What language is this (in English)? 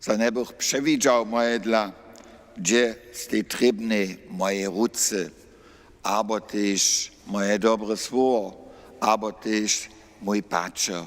Upper Sorbian